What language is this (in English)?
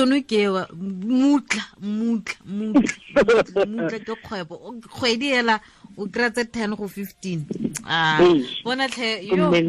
Tswana